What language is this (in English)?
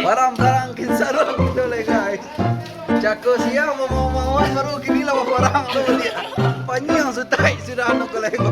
Minangkabau